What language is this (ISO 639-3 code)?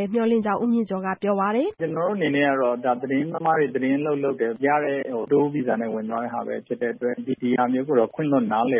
mya